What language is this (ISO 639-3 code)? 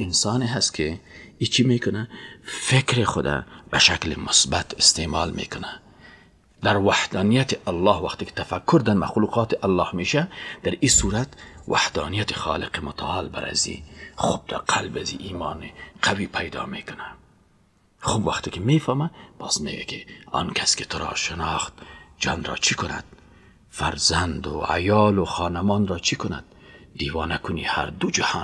fas